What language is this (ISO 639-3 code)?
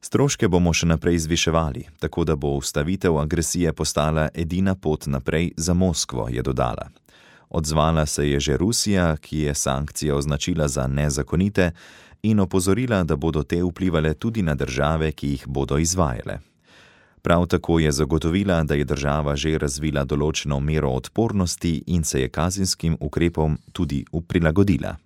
slv